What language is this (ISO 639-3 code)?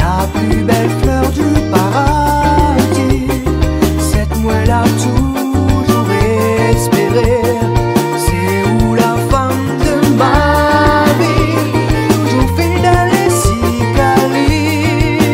rcf